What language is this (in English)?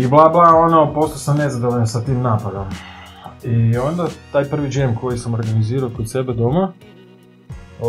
Croatian